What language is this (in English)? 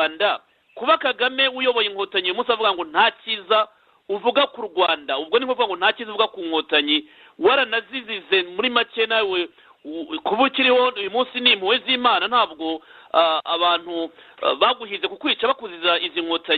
Kinyarwanda